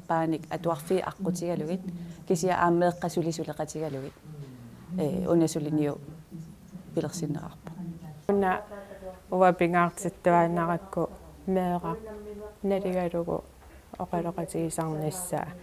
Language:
Kalaallisut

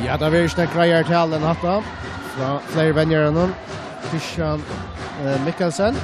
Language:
Faroese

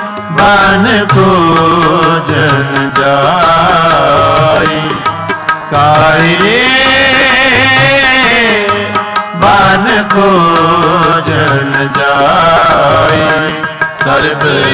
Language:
Punjabi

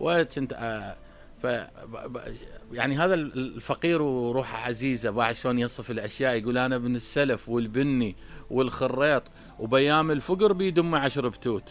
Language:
Mesopotamian Arabic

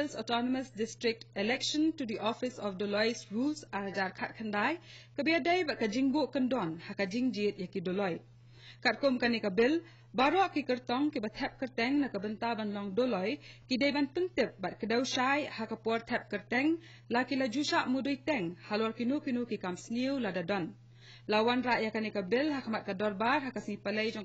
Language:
Khasi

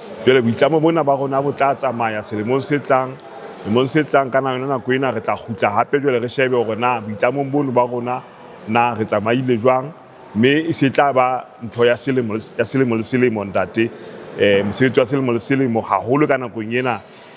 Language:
Southern Sotho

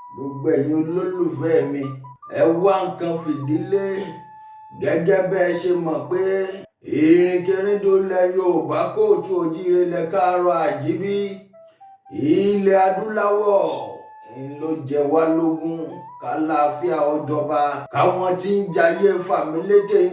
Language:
Yoruba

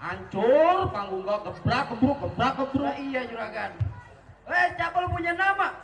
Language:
Betawi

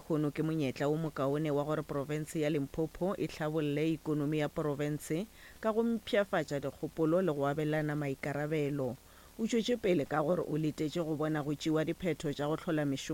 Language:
Northern Sotho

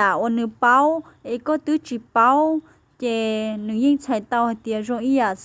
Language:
Hmong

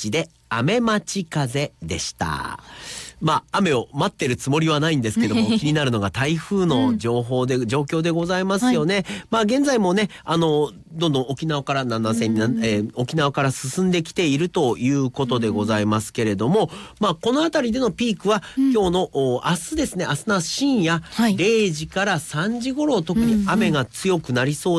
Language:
Japanese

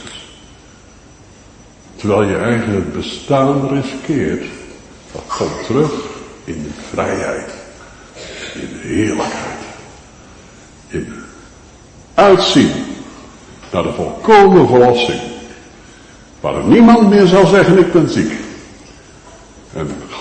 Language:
Dutch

